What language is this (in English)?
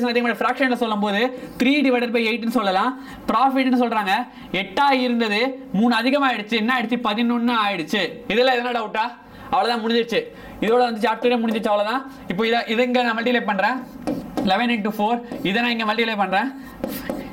Tamil